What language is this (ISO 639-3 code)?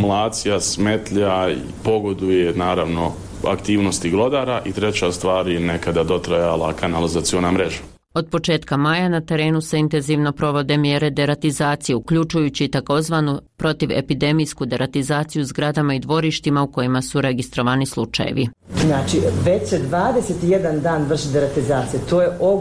bos